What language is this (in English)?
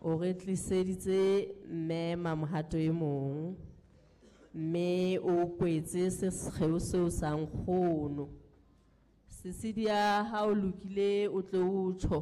Southern Sotho